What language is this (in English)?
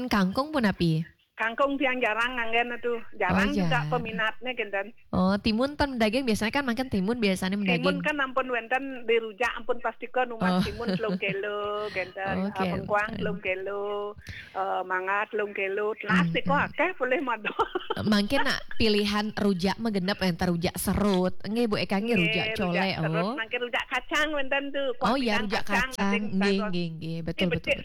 Balinese